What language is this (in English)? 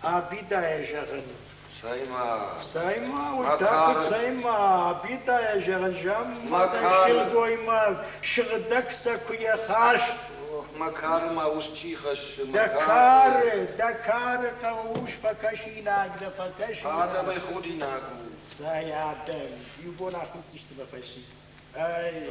Ossetic